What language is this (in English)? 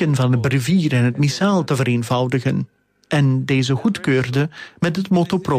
Dutch